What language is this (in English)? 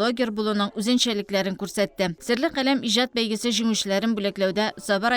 Tatar